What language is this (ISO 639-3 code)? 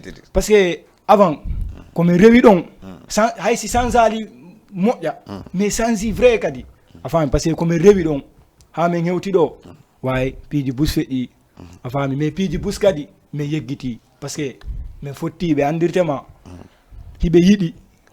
ful